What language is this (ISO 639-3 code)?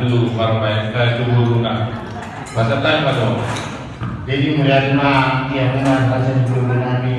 bbc